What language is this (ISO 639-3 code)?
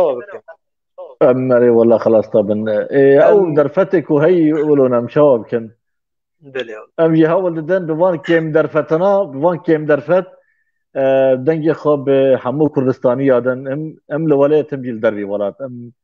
kur